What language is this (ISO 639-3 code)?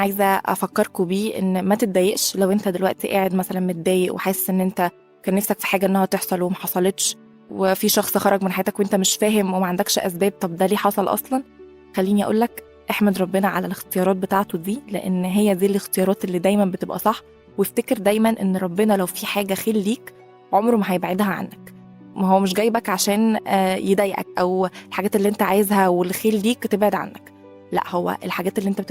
arz